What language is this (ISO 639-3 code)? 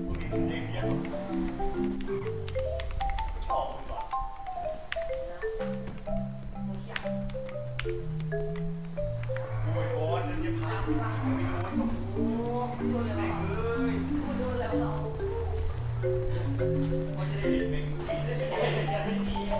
tha